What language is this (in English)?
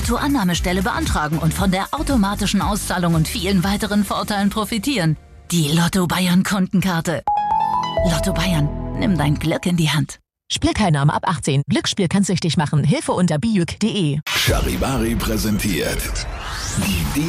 German